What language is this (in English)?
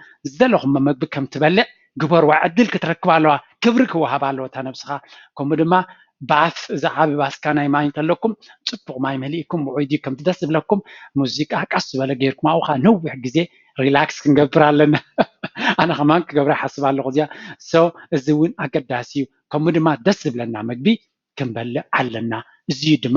Tigrinya